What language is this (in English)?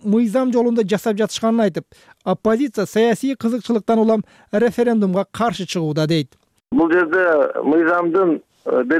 Kyrgyz